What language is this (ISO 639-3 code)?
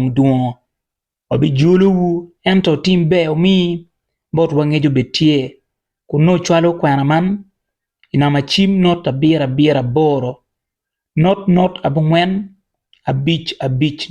ach